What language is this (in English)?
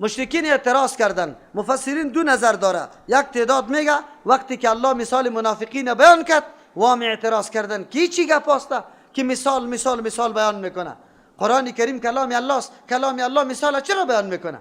Persian